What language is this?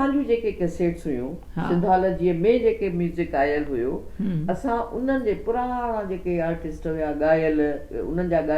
Sindhi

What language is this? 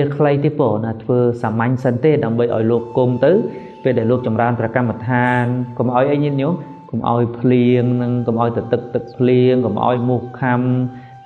Khmer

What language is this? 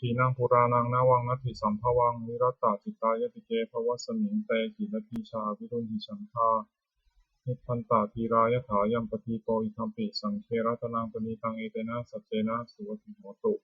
Pali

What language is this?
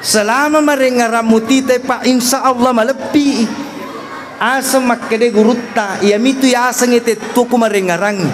Buginese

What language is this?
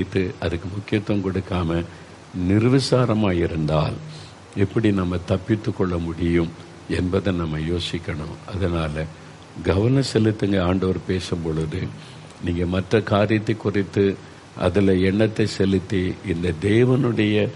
Tamil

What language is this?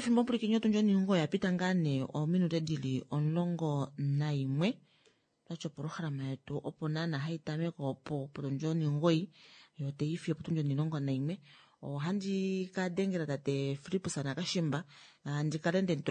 Kuanyama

